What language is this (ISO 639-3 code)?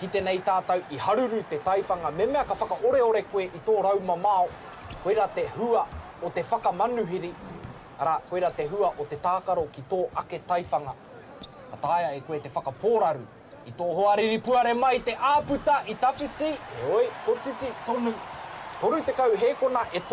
mri